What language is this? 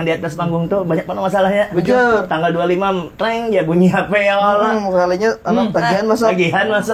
Banjar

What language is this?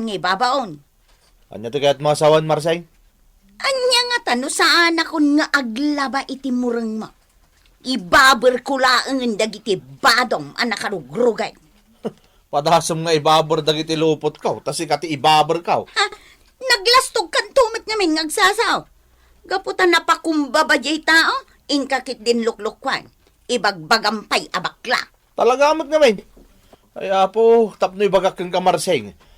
Iloko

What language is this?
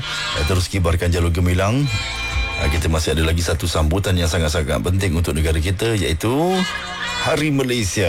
Malay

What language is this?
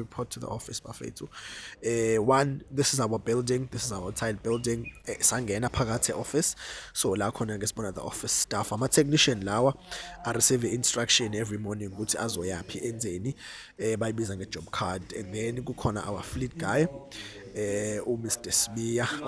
Zulu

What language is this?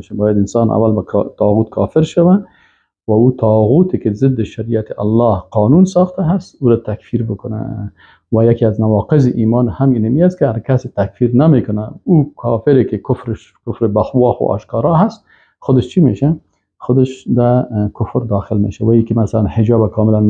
Persian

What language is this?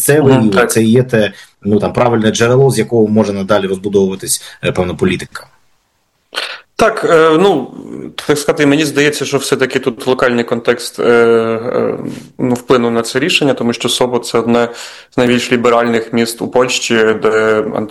Ukrainian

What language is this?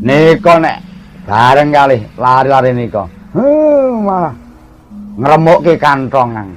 Javanese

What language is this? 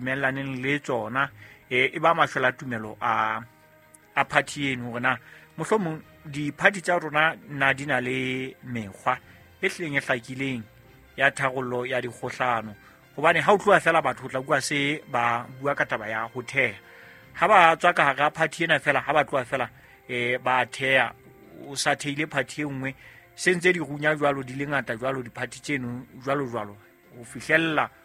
Southern Sotho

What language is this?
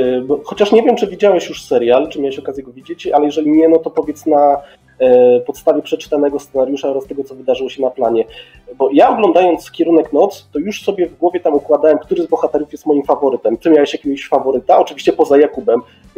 Polish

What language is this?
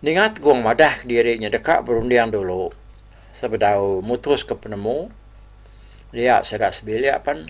Iban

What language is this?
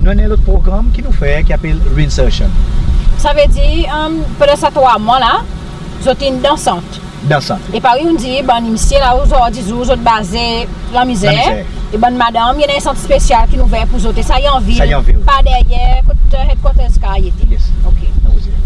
Seselwa Creole French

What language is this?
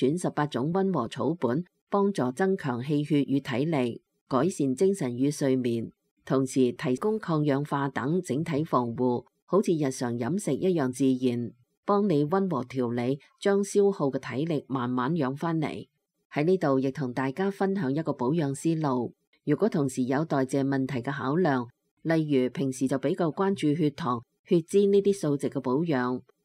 Cantonese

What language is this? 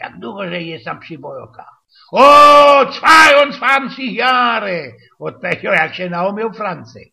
Silesian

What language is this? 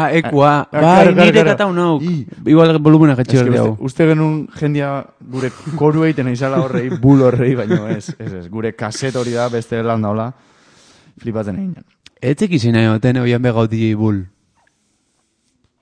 Basque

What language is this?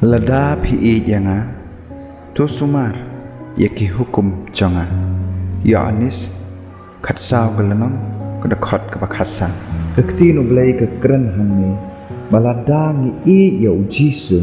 Khasi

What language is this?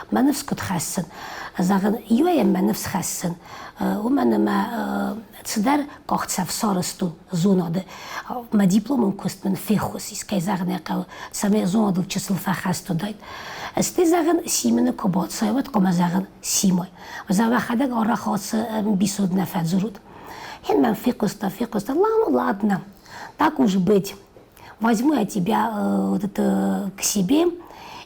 Ossetic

